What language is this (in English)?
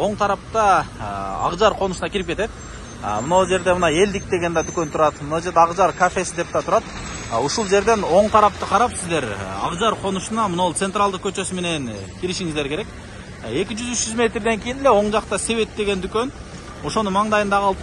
Kyrgyz